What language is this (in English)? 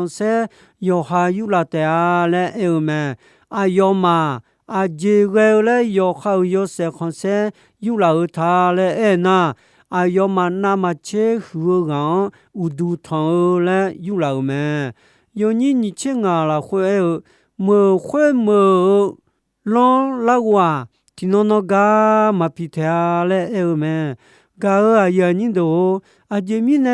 Akha